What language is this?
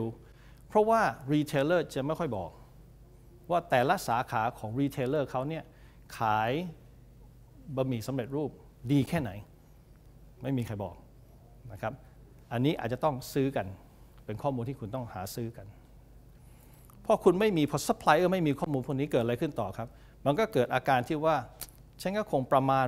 Thai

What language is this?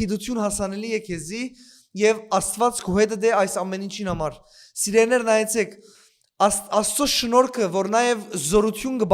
Western Armenian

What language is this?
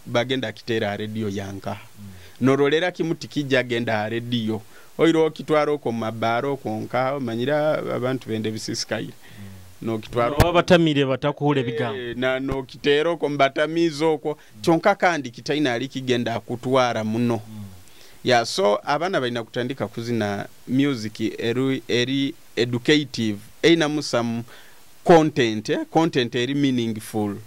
Nyoro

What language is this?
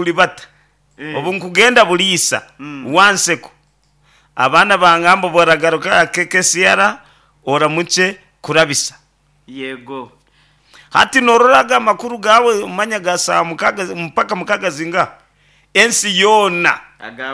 Nyankole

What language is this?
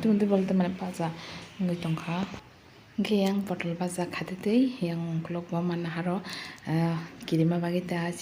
Kok Borok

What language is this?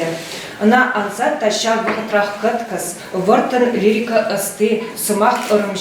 Chuvash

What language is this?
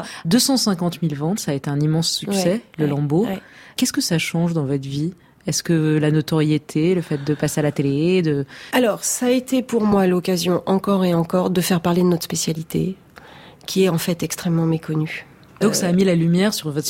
French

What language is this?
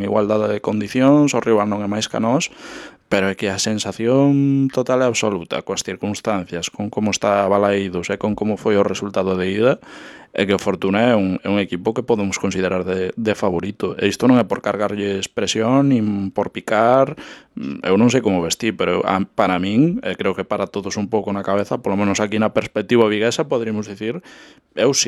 Galician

